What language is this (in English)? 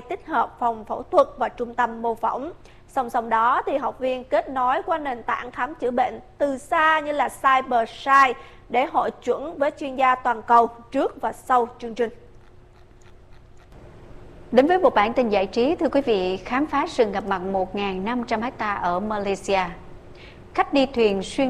Vietnamese